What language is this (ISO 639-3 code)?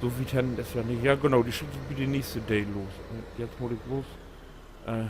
nds